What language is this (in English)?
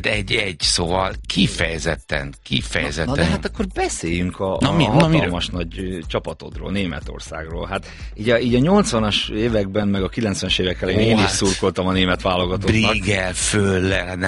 Hungarian